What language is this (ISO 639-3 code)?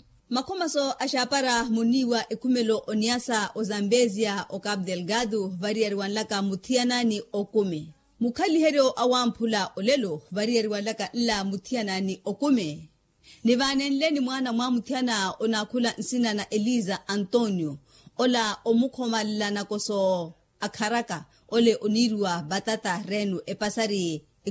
vmw